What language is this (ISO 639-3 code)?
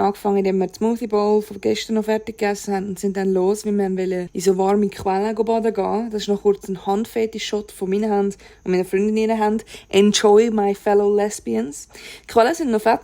gsw